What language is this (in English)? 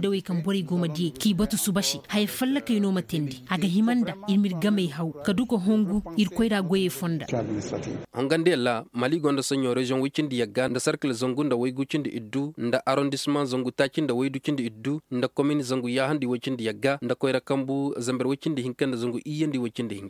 Koyraboro Senni